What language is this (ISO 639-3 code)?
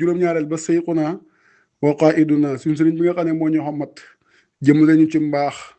wol